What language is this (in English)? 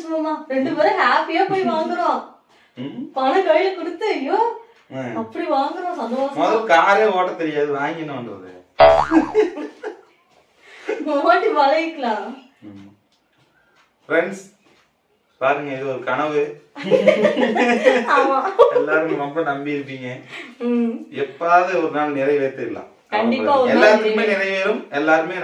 Tamil